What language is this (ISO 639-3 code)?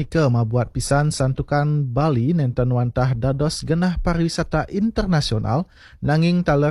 ban